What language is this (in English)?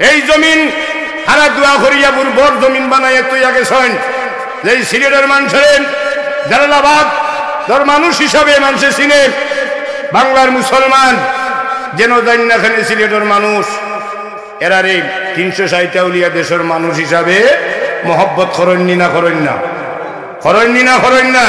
Sylheti